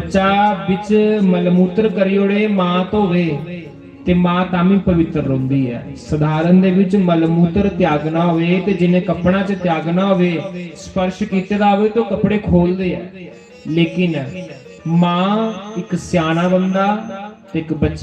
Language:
Dogri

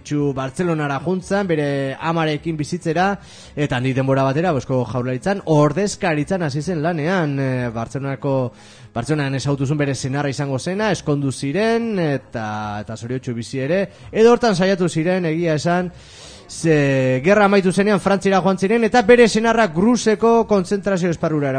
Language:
Basque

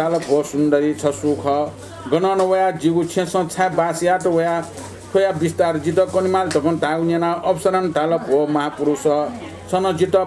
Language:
Newari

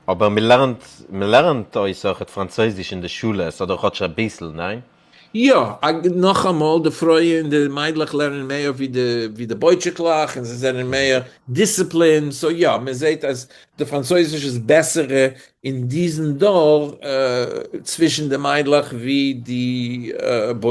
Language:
Yiddish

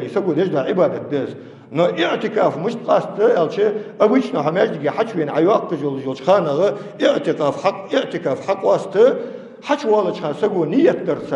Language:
Ingush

